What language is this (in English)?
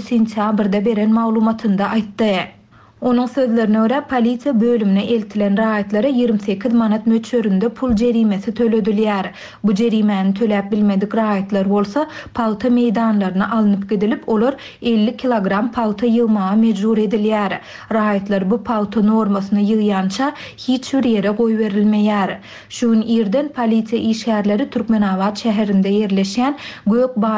Turkmen